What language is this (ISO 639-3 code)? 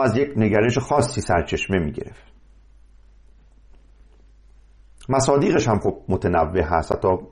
fas